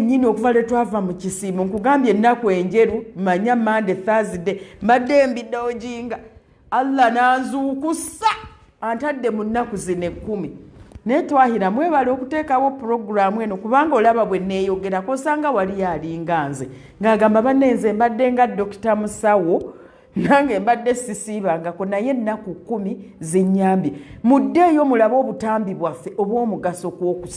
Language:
Ganda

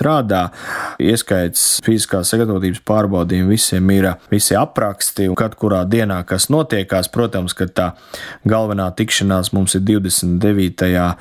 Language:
Latvian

